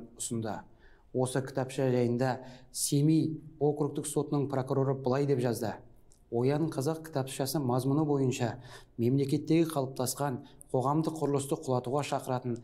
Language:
Kazakh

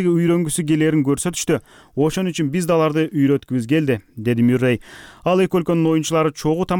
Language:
Kyrgyz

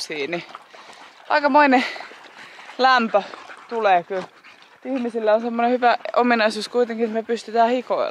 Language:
Finnish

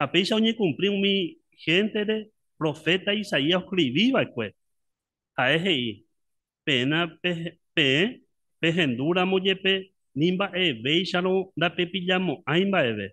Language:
Guarani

